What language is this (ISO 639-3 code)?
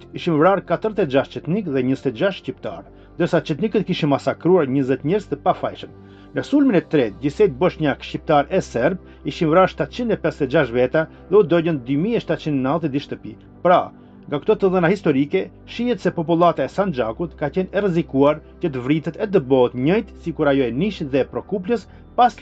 sqi